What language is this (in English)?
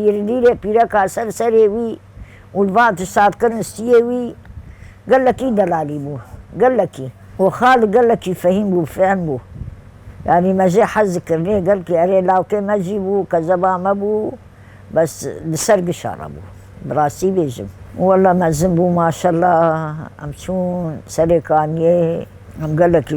Kurdish